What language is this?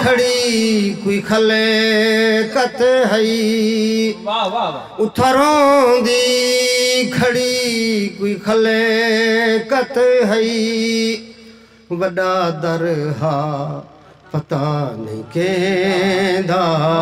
Saraiki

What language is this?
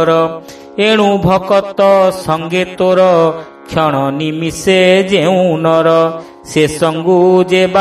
Odia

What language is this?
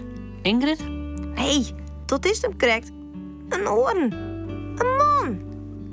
Western Frisian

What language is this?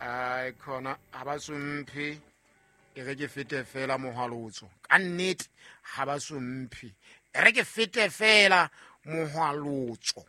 Southern Sotho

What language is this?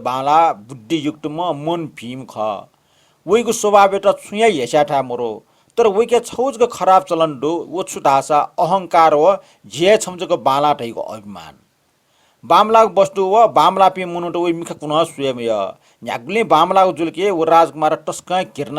Newari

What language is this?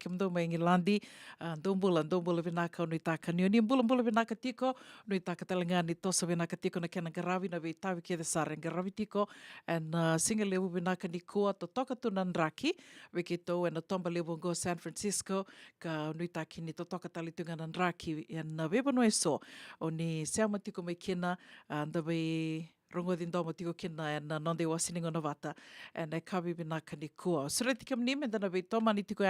Fijian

